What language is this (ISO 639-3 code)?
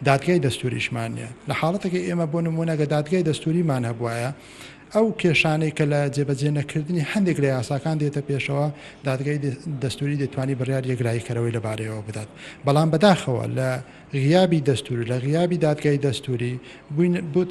ckb